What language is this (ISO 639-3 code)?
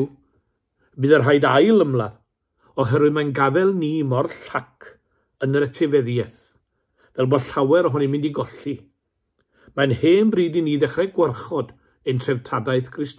cym